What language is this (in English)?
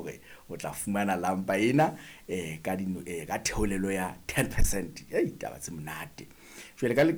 Southern Sotho